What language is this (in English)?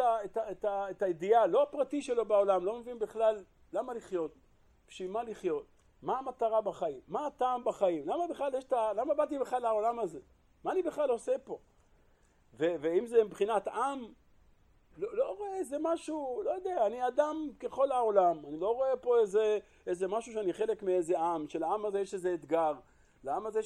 Hebrew